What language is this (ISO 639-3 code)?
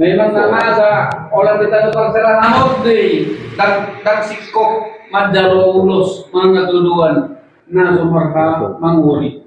bbc